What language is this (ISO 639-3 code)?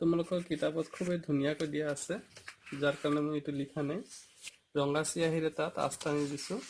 asm